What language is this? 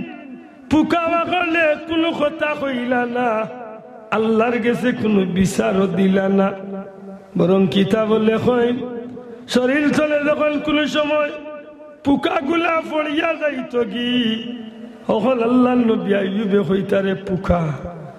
Sylheti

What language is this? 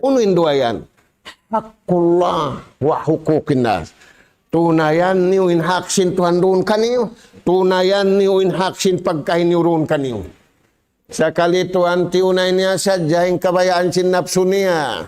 Tausug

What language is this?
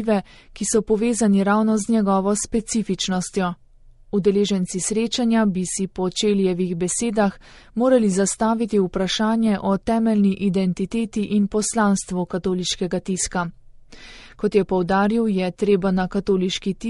Slovenian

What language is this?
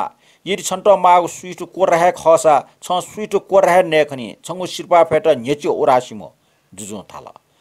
Newari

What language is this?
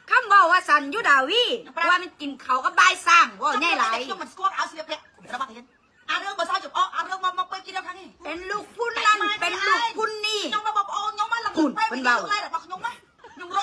Northeastern Thai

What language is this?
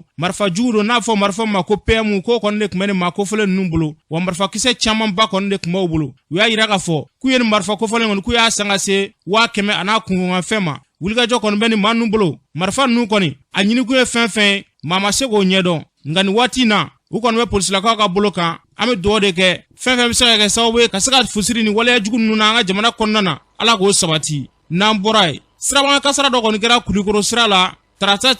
Bambara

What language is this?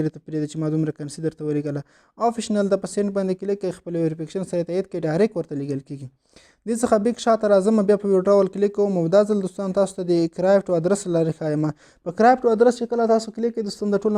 Pashto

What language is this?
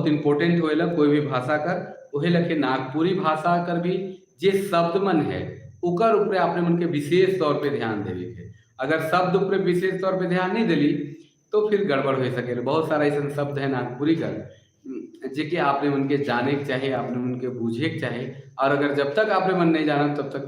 Sadri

